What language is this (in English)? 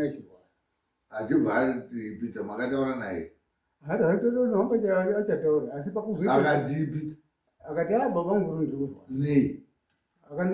Shona